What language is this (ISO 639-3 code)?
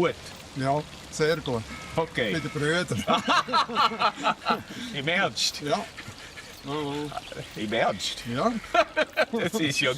gsw